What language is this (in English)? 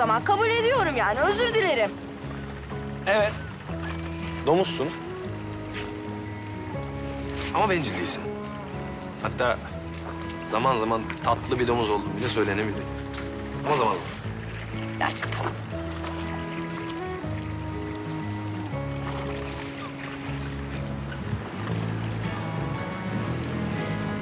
Turkish